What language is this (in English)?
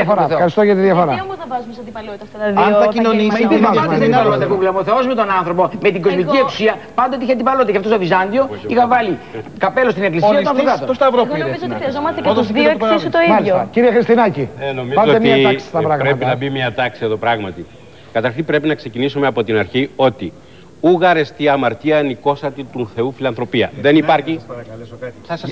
Greek